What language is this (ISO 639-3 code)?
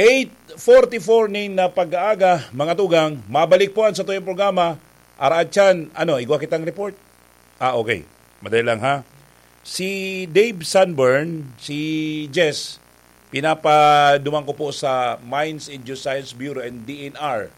bik